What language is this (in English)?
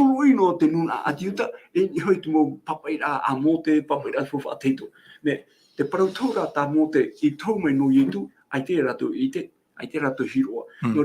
Tahitian